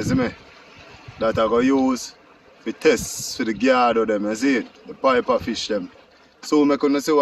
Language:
Jamaican Creole English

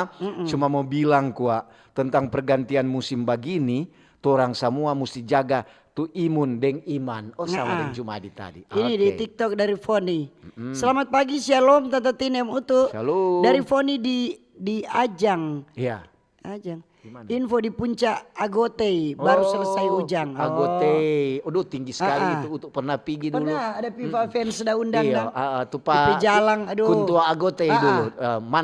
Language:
Manado Malay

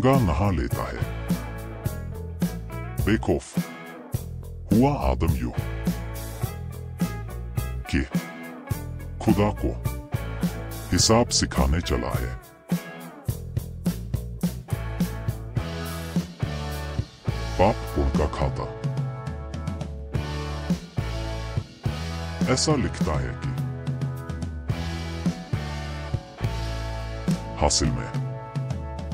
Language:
Hindi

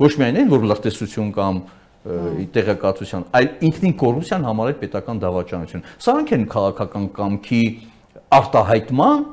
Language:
Armenian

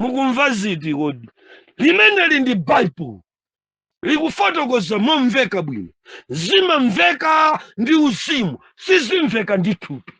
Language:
Nyanja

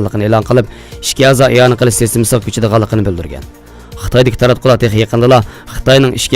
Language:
Uyghur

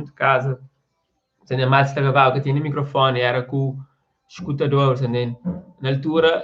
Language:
Kabuverdianu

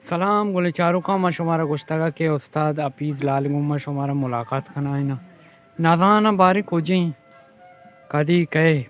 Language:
Baluchi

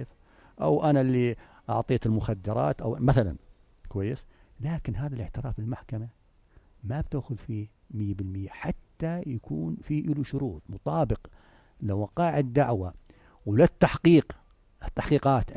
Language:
North Levantine Arabic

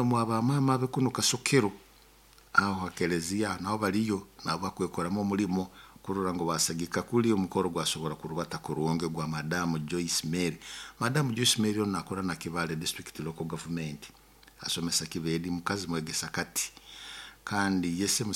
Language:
Nyoro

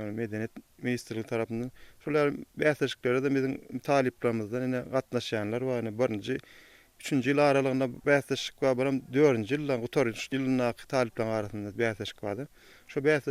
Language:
Turkmen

